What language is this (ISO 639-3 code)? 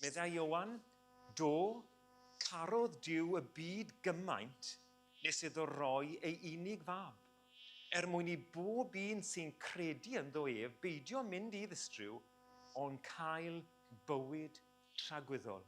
cym